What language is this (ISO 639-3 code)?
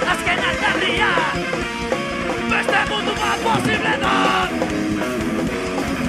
eus